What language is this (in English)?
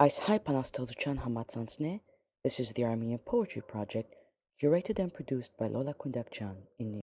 Armenian